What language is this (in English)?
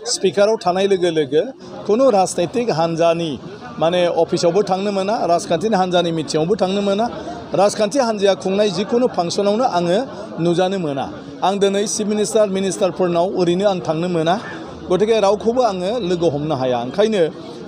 Bodo